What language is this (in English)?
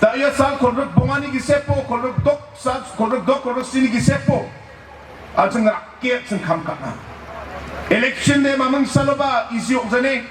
Garo